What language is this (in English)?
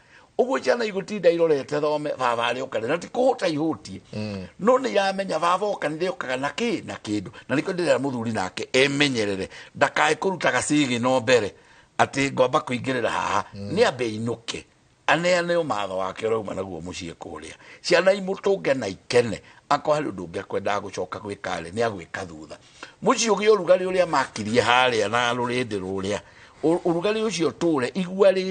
Kikuyu